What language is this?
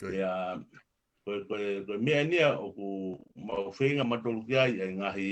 Tongan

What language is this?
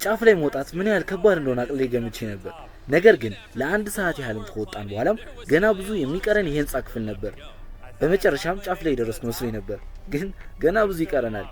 Amharic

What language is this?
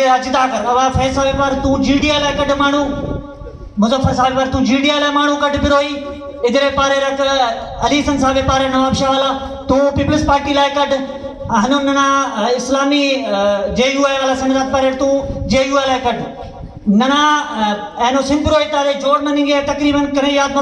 Brahui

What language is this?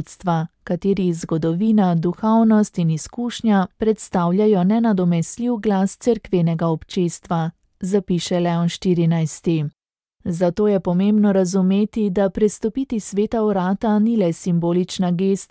Slovenian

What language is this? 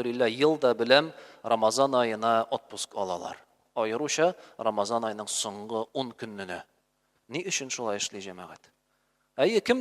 Tatar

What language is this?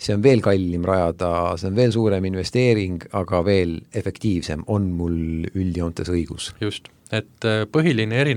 Estonian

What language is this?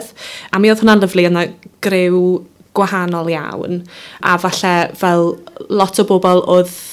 Welsh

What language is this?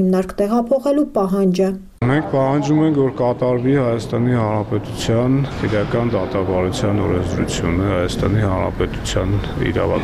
Armenian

